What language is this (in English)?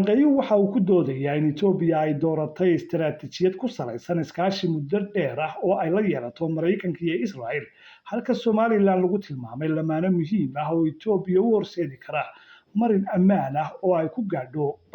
Somali